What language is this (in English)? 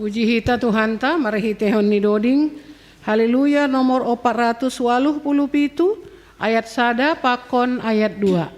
Batak Simalungun